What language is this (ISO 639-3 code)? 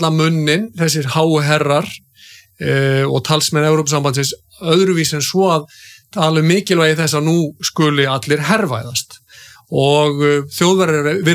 isl